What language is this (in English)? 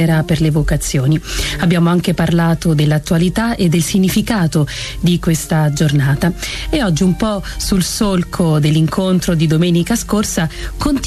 Italian